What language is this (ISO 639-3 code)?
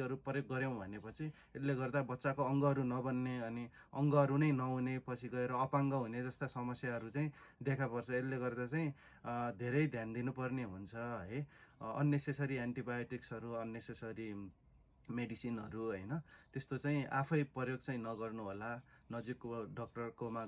nep